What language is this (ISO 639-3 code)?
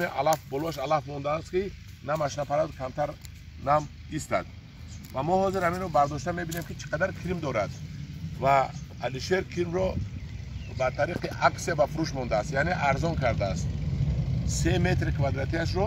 tgk